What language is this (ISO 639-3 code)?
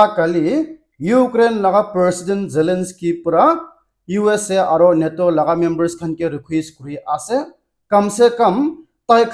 nag